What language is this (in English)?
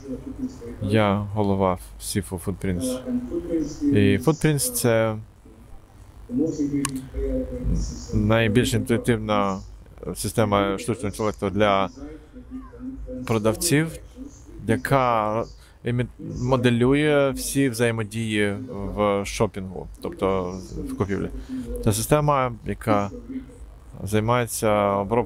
Ukrainian